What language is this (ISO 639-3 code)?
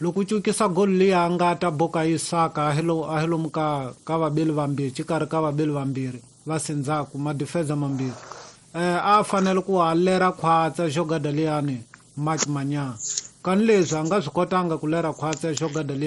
tso